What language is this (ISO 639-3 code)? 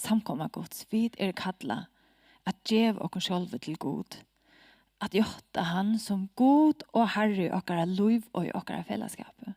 fao